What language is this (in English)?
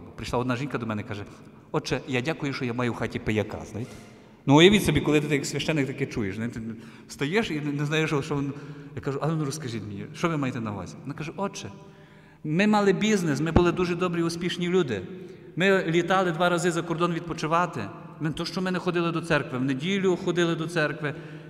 Ukrainian